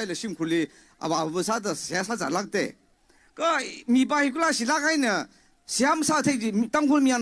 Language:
Tangkhul Naga (India)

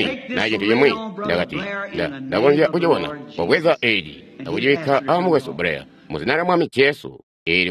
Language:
Tonga (Zambia)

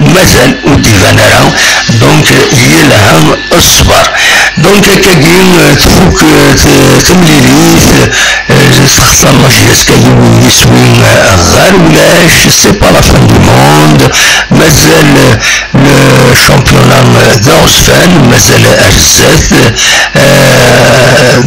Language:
Kabyle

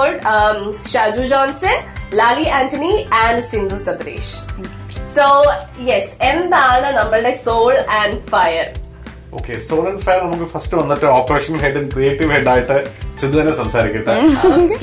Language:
Malayalam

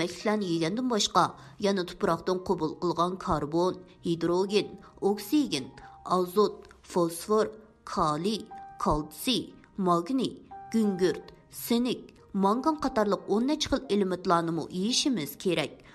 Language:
Uyghur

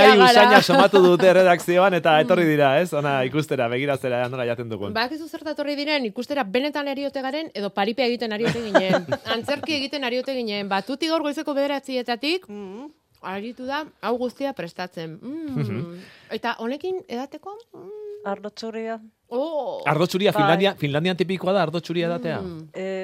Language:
Basque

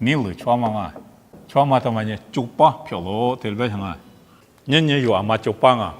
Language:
Lisu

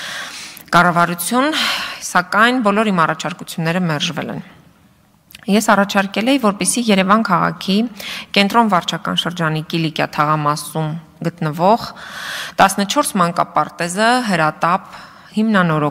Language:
Armenian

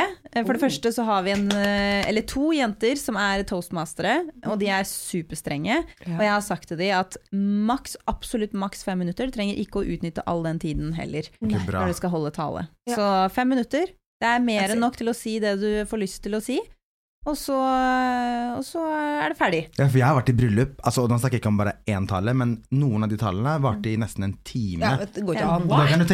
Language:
Norwegian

